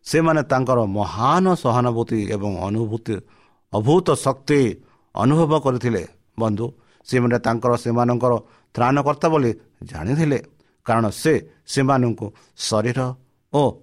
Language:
Odia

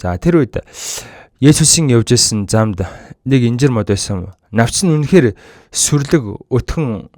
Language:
Mongolian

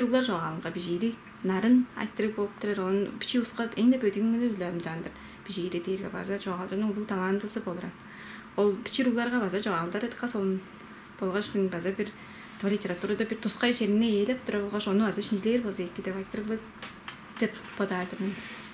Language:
Tuvinian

